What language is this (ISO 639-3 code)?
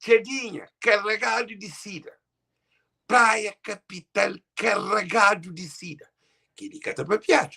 kea